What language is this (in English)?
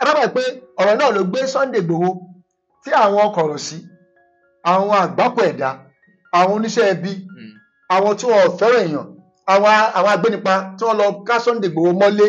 Yoruba